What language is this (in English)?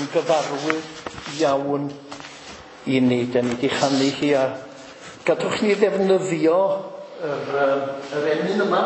Welsh